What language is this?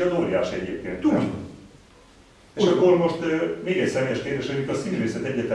Hungarian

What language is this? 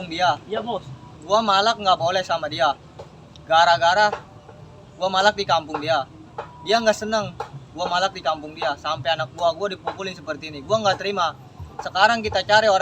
Betawi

